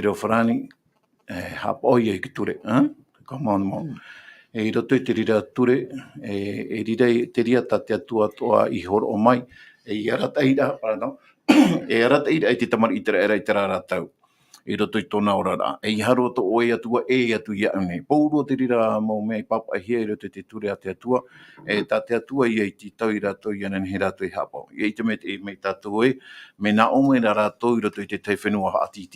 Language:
Tahitian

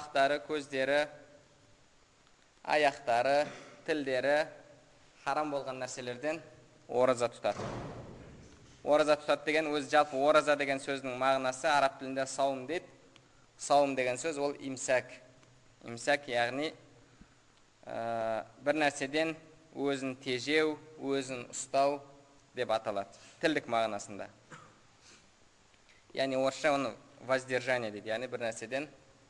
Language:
Kazakh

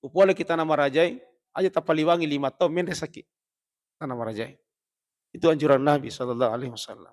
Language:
Buginese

